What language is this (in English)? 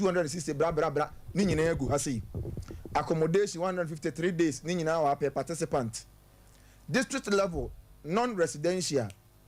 Akan